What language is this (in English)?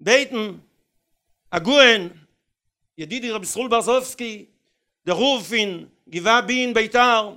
Yiddish